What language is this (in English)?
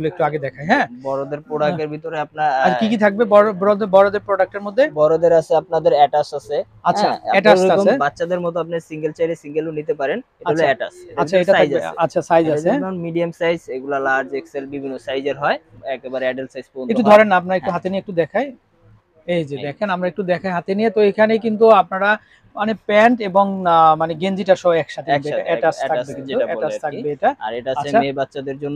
Bangla